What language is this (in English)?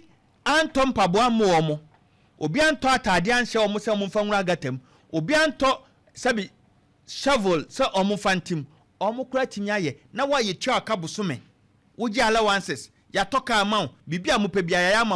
Akan